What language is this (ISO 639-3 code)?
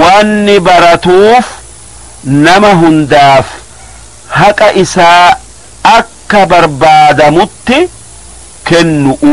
orm